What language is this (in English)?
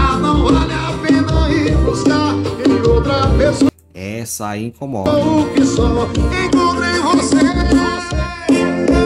Portuguese